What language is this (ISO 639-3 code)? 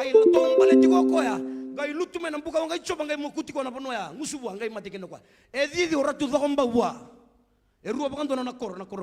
fij